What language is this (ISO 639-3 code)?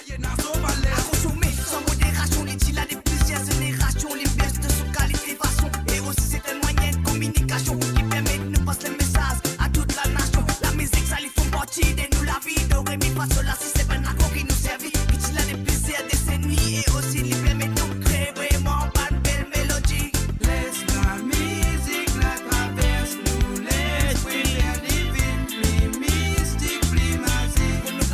mfe